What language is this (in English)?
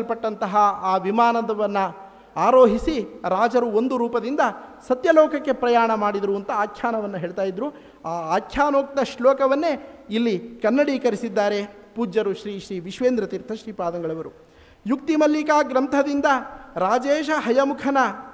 Kannada